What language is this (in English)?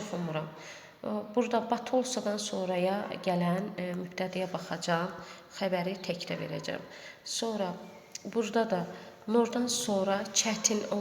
Azerbaijani